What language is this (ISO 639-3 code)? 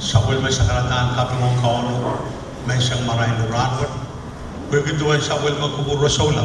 pon